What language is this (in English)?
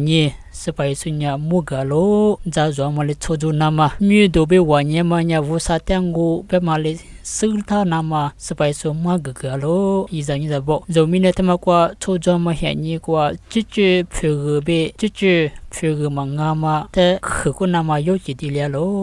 Lisu